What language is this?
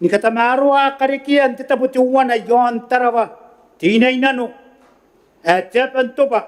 Gilbertese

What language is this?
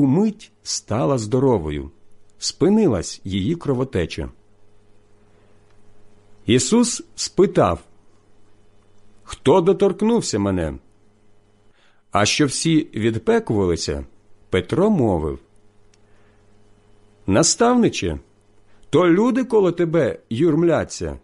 Ukrainian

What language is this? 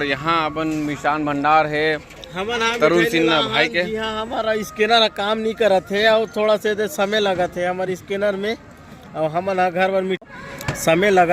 Chhattisgarhi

